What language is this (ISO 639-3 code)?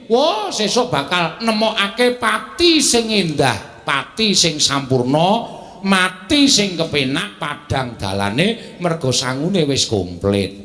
jav